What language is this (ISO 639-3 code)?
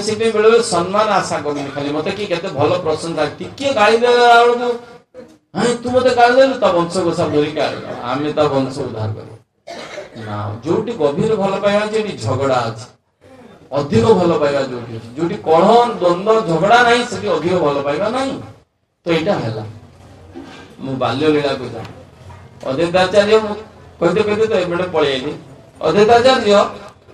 ori